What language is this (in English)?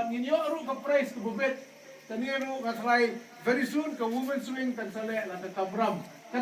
Khasi